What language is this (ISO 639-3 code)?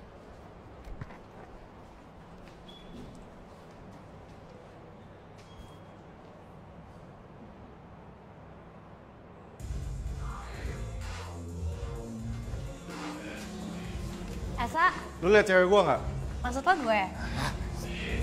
ind